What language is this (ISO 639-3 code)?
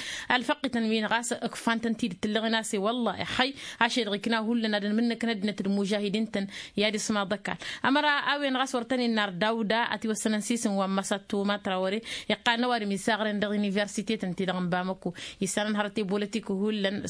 taq